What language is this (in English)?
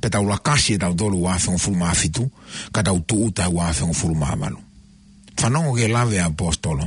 Tongan